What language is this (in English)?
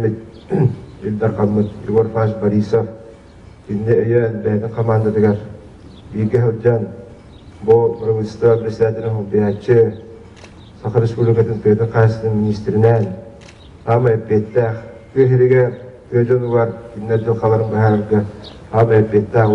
Yakut